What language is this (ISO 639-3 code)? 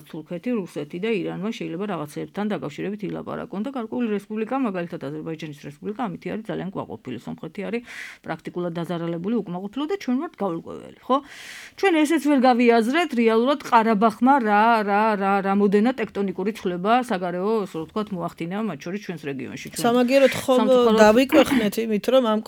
kat